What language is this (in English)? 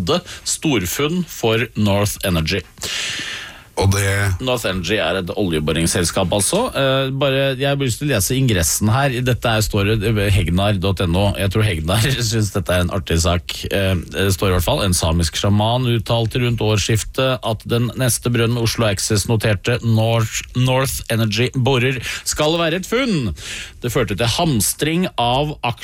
Norwegian